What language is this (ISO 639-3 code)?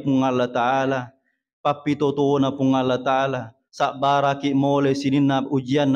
bug